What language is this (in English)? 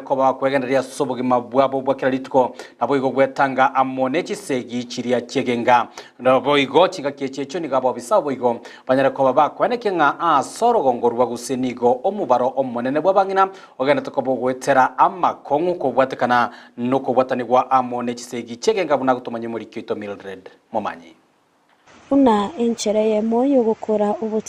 Gusii